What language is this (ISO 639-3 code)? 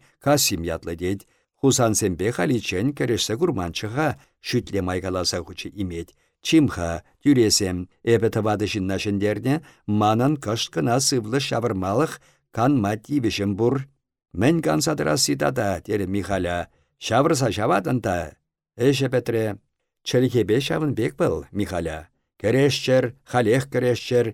chv